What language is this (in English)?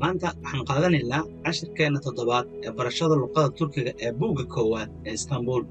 Somali